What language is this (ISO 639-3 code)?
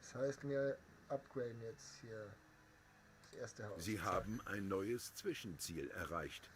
bar